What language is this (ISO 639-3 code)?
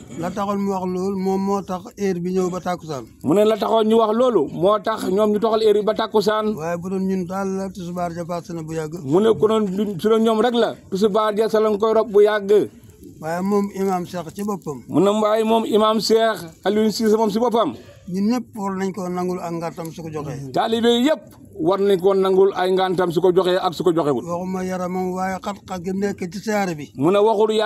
wol